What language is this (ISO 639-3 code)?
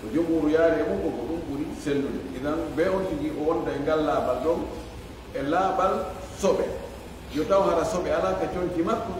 ful